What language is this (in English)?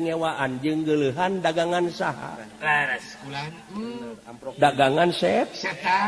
Sundanese